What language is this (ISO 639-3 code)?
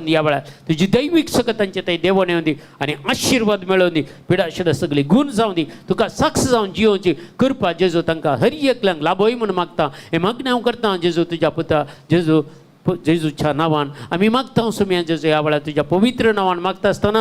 kok